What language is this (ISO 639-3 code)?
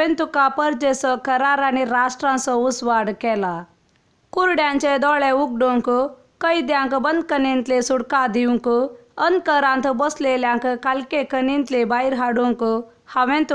kok